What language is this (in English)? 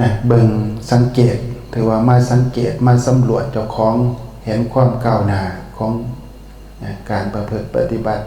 Northeastern Thai